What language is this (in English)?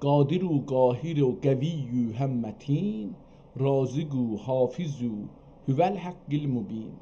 South Azerbaijani